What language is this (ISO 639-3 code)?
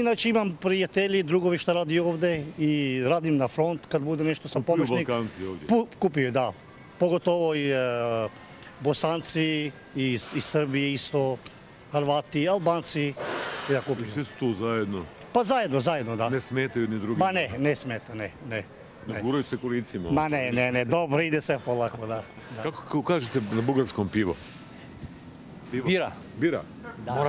bos